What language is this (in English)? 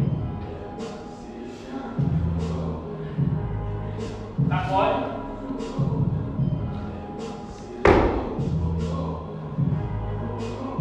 Czech